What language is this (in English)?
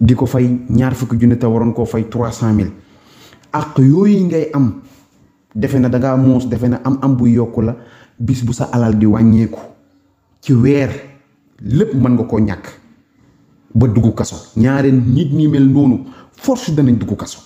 Wolof